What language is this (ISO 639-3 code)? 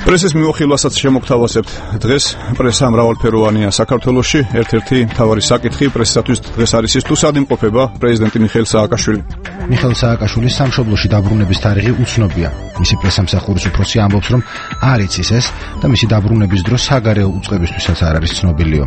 kat